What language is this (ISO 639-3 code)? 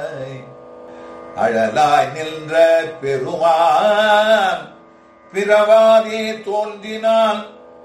tam